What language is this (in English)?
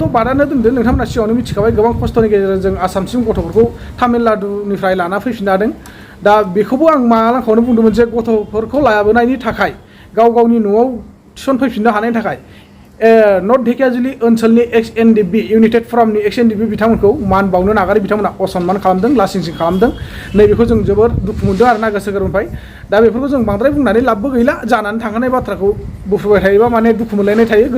Bodo